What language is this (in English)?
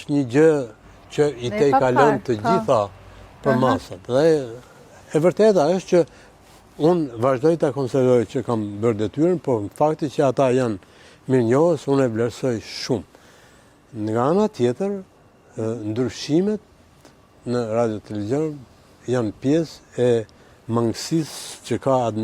Albanian